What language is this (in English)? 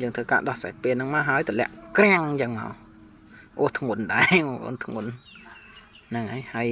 Khmer